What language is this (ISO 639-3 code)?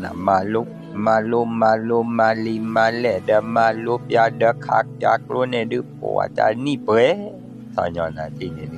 ksw